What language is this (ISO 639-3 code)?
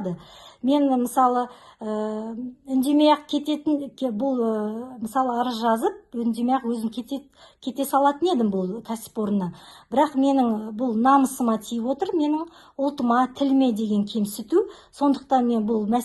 kaz